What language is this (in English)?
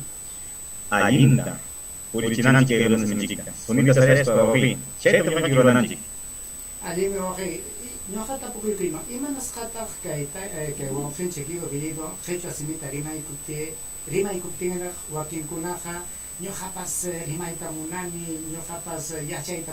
Ayacucho Quechua